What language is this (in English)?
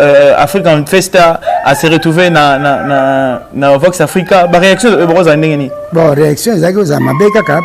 Lingala